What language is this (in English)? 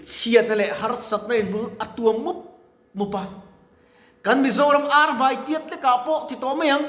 Mizo